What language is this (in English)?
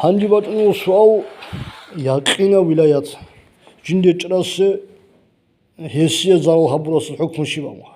Avaric